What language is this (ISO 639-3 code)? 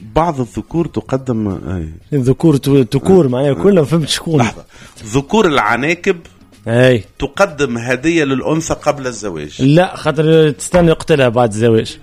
aeb